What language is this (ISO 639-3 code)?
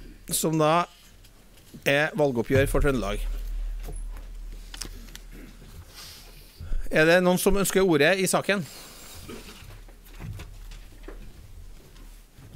nor